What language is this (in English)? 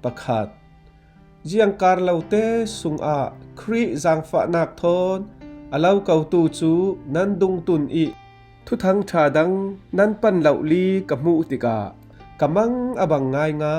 Falam Chin